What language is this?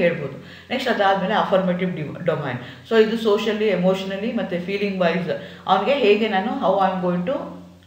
Kannada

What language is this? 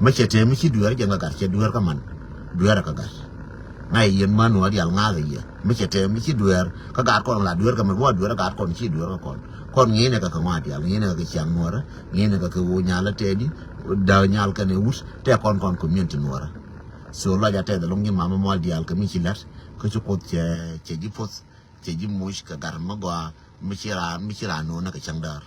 Nuer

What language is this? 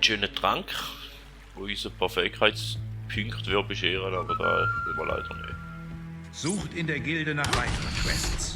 Swiss German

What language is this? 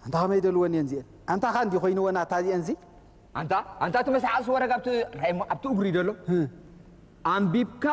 Tigrinya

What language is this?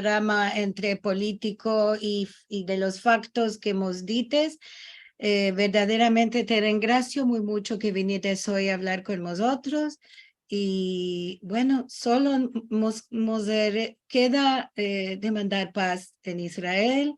Ladino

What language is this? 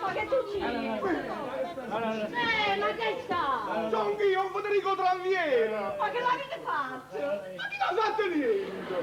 Neapolitan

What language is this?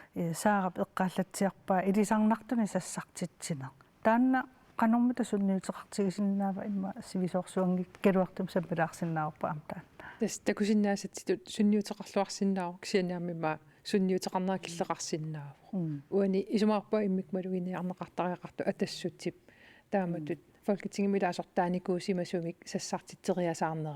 Kalaallisut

